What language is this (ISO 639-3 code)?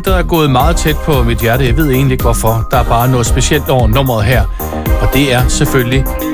dan